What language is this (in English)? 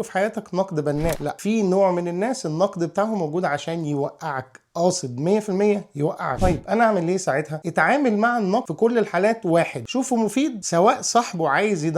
Egyptian Arabic